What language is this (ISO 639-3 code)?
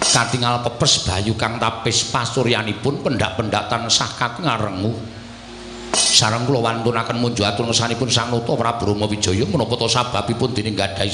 jav